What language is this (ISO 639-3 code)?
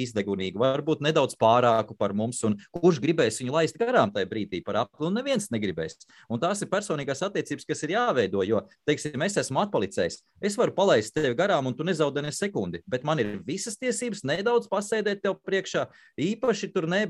lav